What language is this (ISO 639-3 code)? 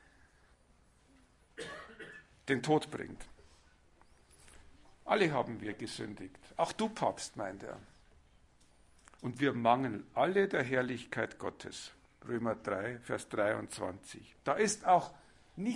deu